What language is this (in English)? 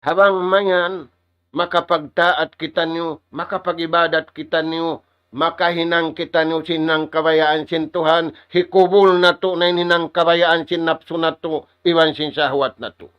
Tausug